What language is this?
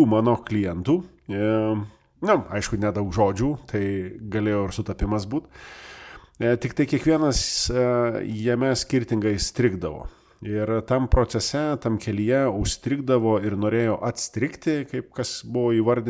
Lithuanian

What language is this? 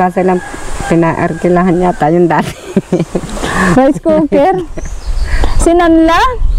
Filipino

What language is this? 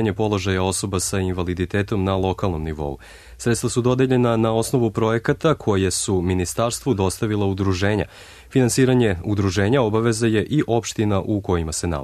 Serbian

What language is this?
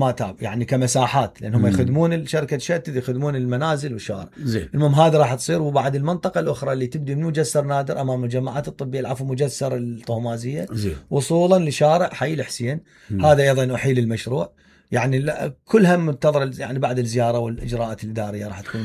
Mesopotamian Arabic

